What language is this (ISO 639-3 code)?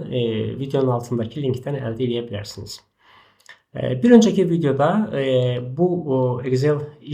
aze